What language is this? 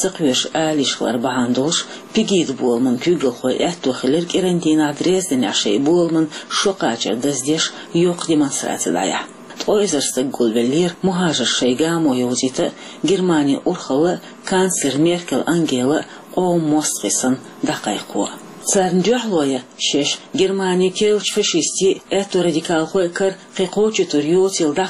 Chechen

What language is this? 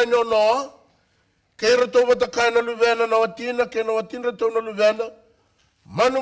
Fijian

